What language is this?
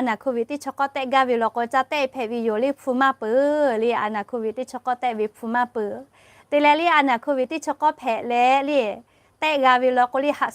Lahu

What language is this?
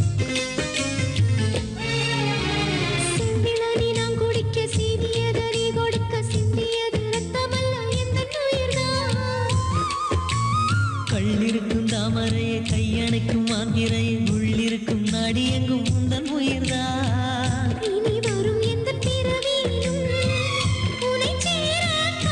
Tamil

